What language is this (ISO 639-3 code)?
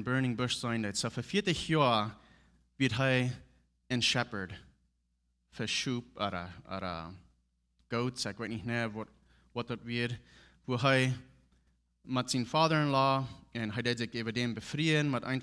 pdt